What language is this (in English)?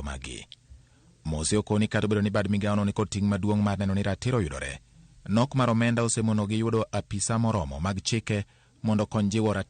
Luo (Kenya and Tanzania)